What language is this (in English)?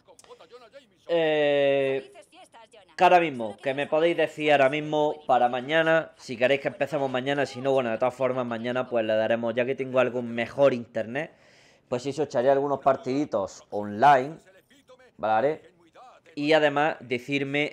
Spanish